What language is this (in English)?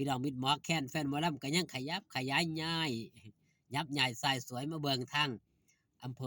Northeastern Thai